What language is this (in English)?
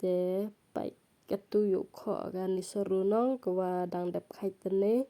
Pnar